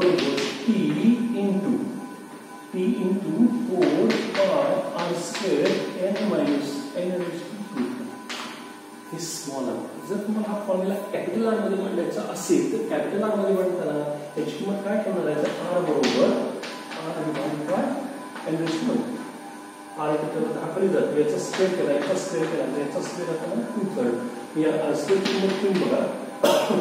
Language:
Marathi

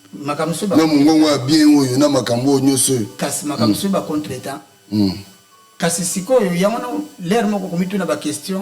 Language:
Lingala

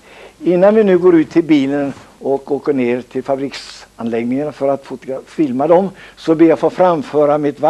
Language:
Swedish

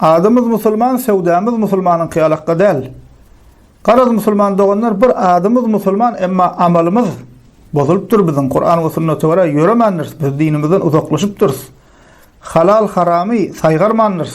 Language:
Turkmen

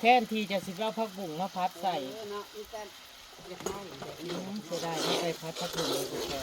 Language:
Northeastern Thai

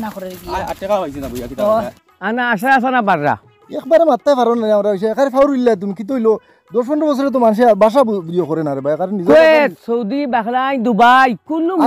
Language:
Sylheti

